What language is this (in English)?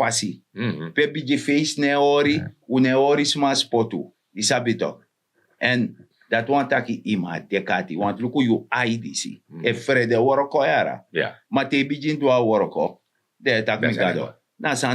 Sranan Tongo